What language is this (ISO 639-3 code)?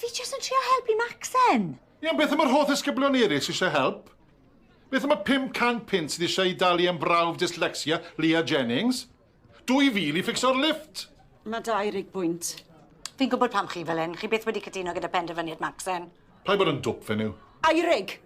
cym